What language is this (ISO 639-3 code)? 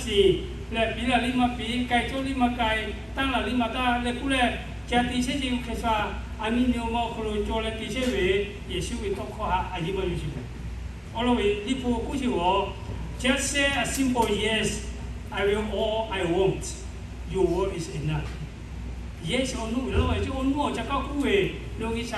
lhu